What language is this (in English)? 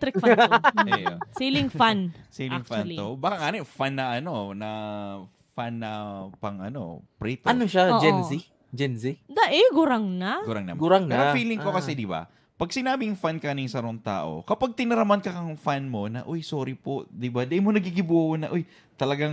Bikol